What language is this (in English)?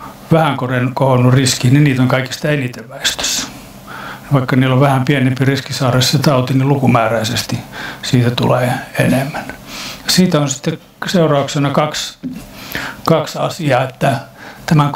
Finnish